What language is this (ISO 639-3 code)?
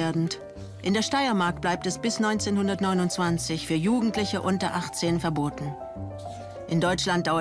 deu